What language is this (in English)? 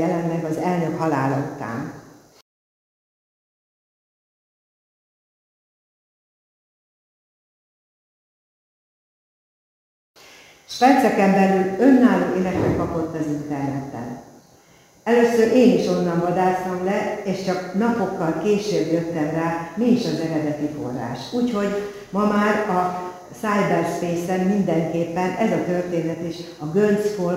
Hungarian